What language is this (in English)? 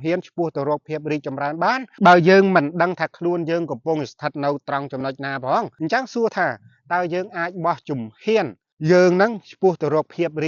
Khmer